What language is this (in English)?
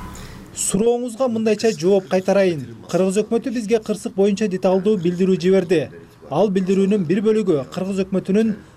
Kyrgyz